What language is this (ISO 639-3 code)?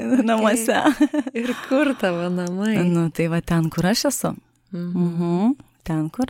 lit